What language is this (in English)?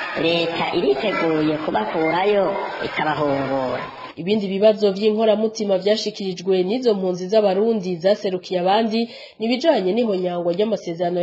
Rundi